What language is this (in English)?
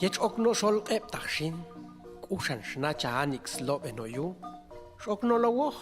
Popti'